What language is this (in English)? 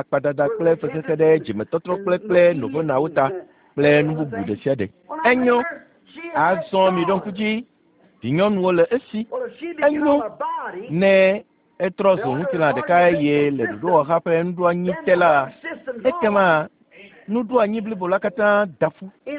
Ewe